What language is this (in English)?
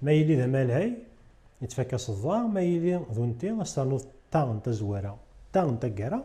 Kabyle